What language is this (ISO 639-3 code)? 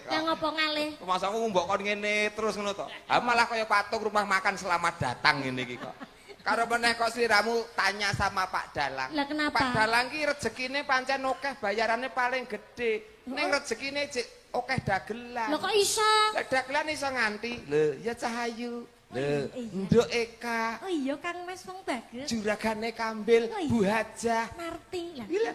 jav